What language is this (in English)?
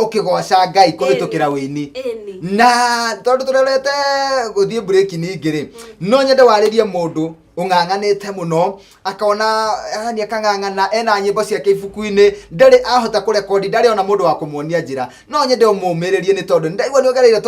Kikuyu